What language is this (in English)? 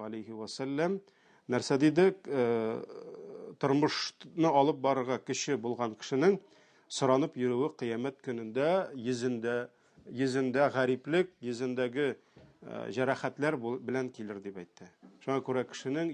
Tatar